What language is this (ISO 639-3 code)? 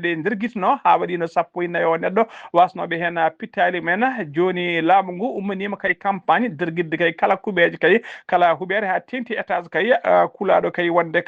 ful